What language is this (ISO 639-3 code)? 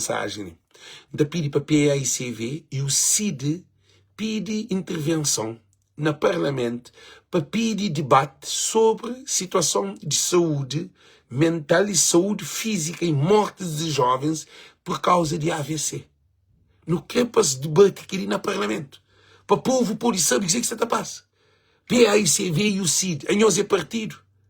kea